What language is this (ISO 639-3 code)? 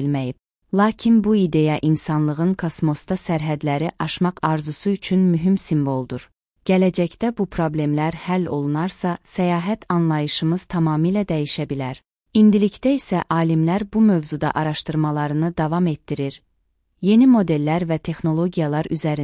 aze